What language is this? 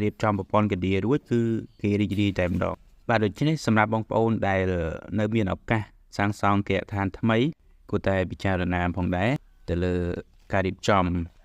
Khmer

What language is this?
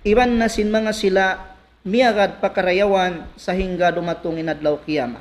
Tausug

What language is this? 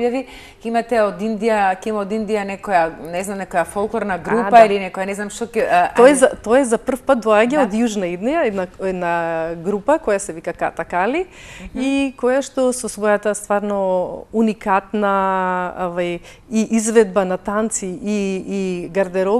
Macedonian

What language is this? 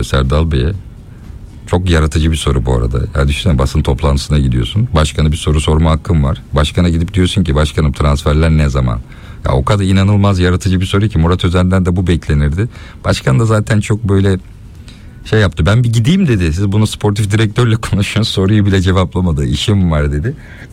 Turkish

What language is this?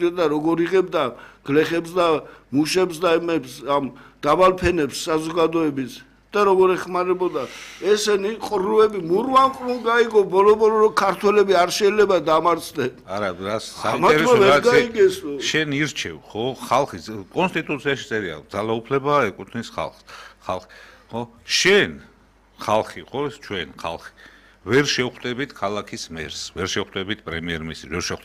Georgian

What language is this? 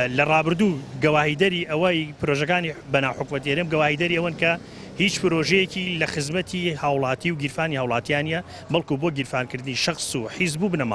Central Kurdish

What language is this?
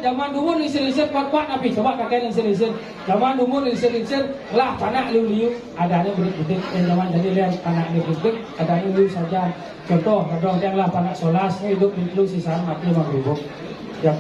Balinese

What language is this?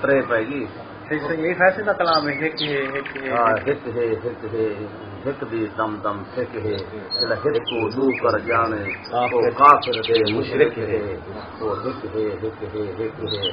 Saraiki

